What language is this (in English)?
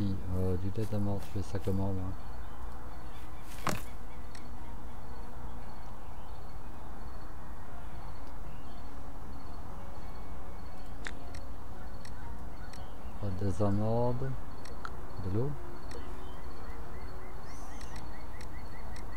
French